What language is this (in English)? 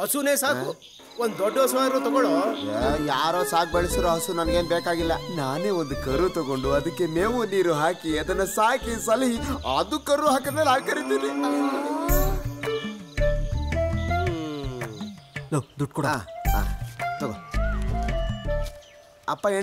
Kannada